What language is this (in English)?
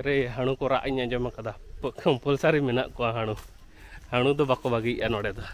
Santali